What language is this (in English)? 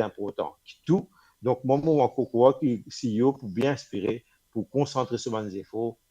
Morisyen